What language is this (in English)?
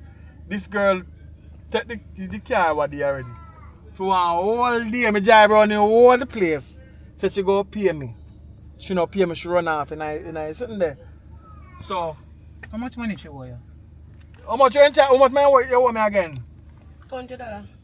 Jamaican Creole English